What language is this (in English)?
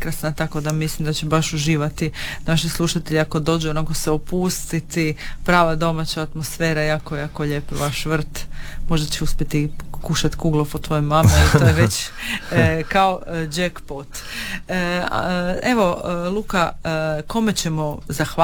Croatian